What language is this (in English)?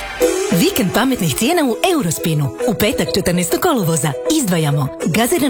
Croatian